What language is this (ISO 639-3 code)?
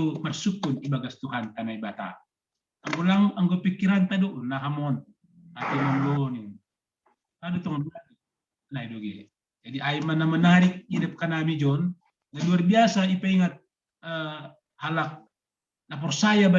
bts